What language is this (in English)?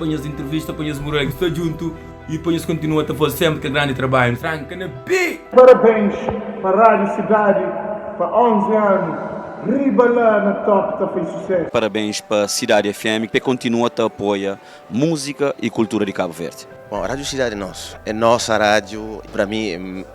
Kabuverdianu